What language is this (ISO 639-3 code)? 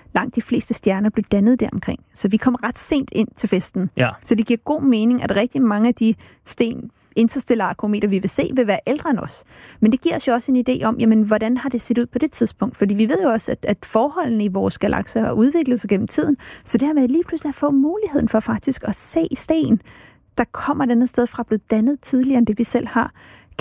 dan